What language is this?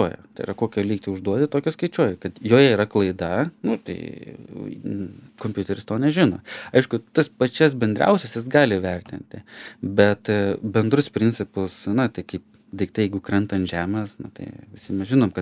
Lithuanian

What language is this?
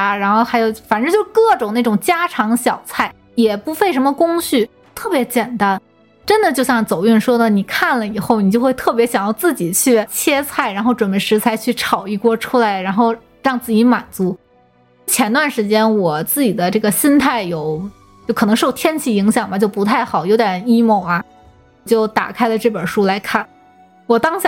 Chinese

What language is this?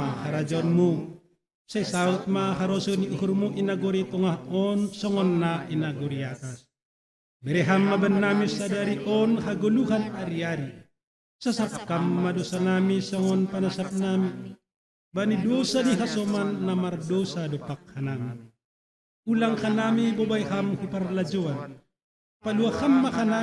Batak Simalungun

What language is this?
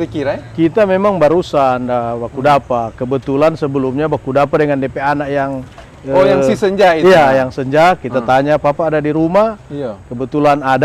Manado Malay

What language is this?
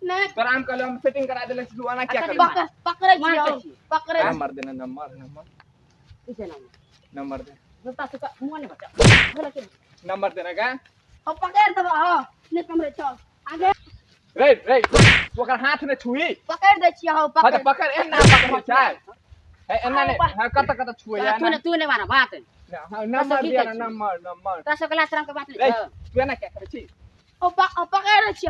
Maithili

